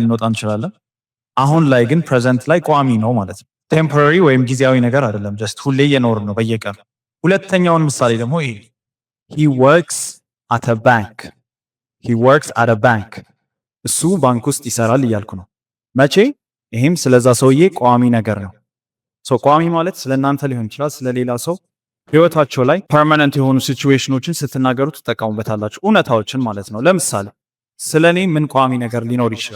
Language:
Amharic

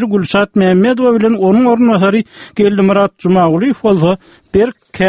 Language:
Turkmen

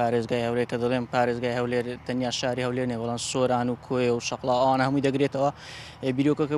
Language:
Central Kurdish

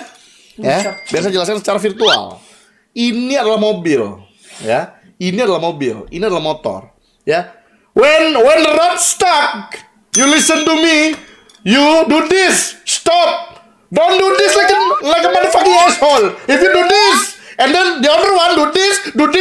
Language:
Indonesian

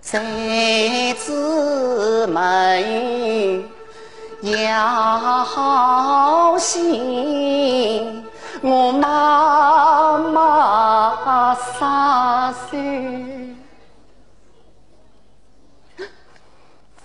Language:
Chinese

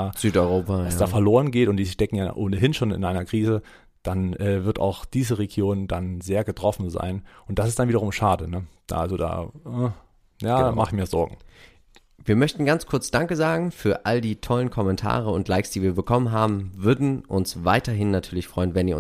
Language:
German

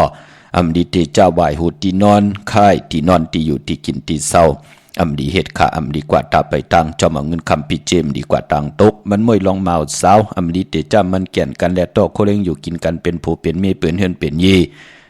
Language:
Shan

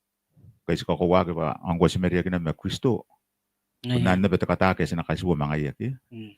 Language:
Gilbertese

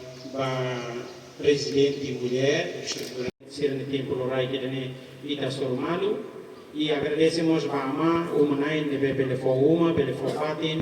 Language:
Tetum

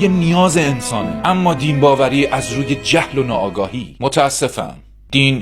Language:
Persian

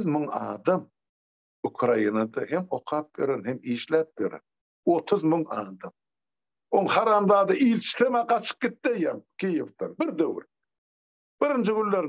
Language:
Turkmen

